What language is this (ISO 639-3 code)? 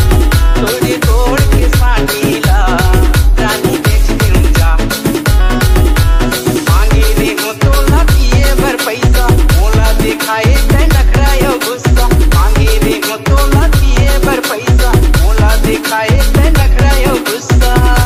hne